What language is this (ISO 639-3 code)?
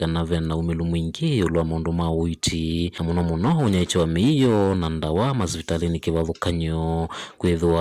kam